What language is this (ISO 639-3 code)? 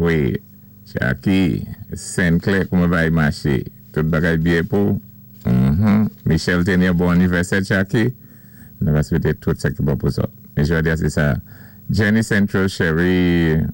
acf